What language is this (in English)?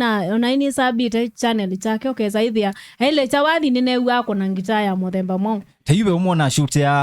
Kamba